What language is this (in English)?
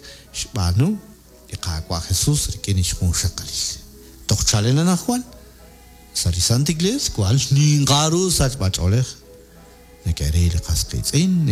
Kekchí